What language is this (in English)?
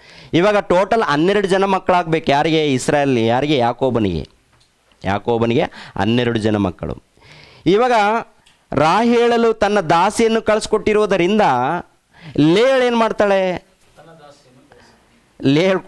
Kannada